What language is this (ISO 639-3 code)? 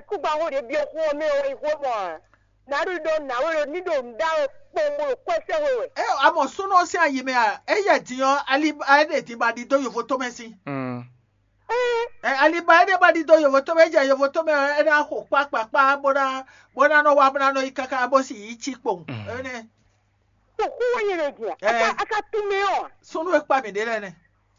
fon